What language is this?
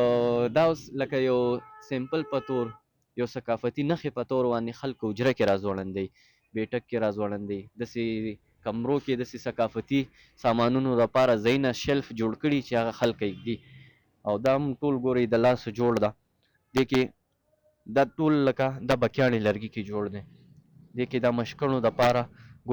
Pashto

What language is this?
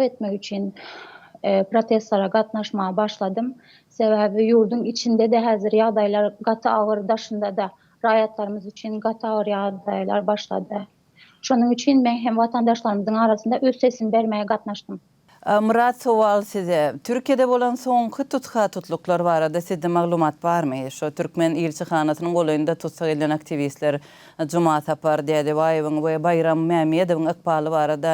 Turkmen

